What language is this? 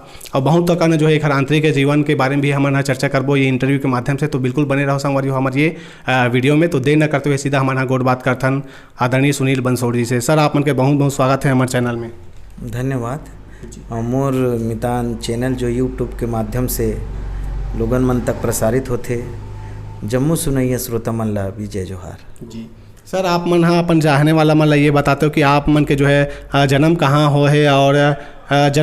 Chhattisgarhi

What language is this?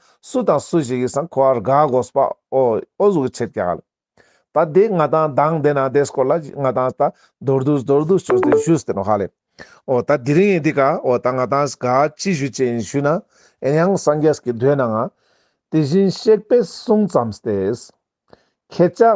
Ladakhi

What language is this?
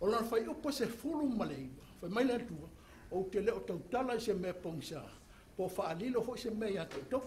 Samoan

